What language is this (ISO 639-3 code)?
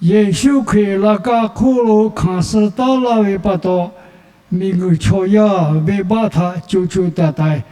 lhu